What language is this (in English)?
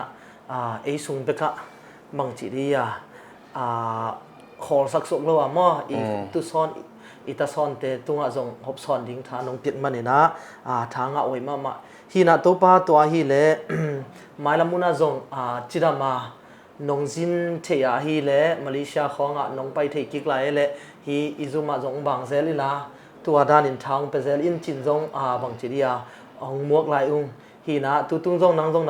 Tedim Chin